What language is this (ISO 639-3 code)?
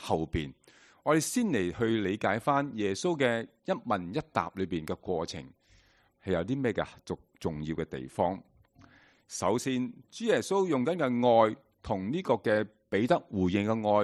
yue